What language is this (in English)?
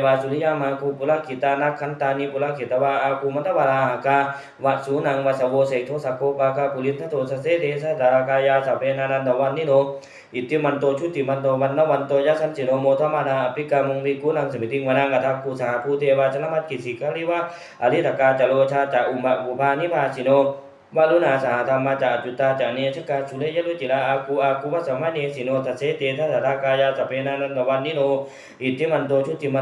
Pali